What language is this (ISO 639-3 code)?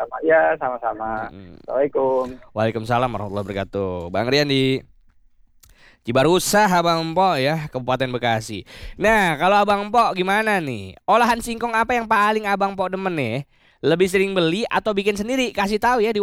ind